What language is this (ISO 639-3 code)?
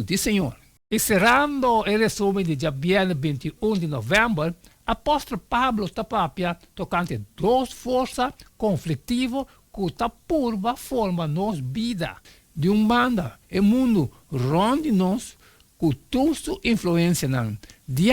pap